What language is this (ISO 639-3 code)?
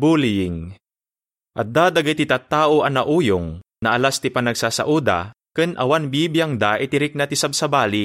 ilo